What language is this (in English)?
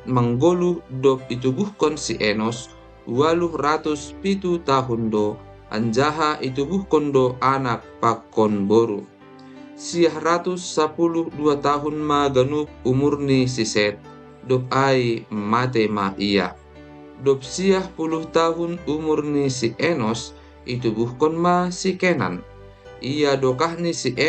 Batak Simalungun